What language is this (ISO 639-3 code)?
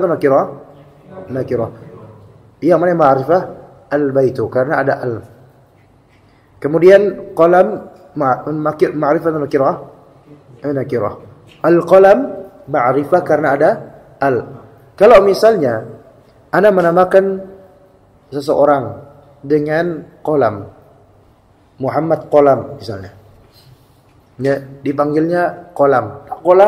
ind